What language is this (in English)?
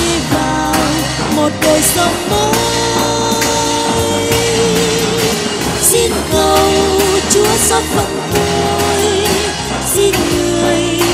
Vietnamese